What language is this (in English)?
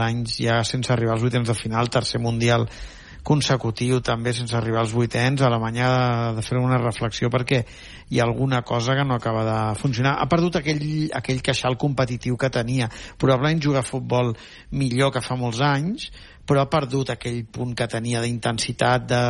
Catalan